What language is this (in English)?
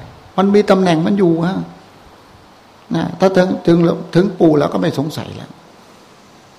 Thai